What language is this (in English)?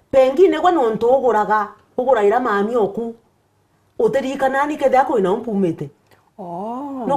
Meru